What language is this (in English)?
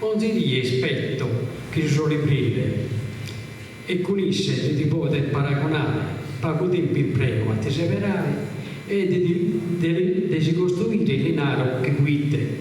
Sardinian